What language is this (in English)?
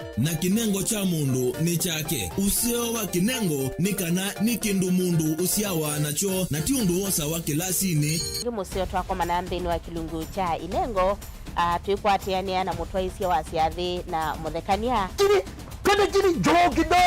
Kamba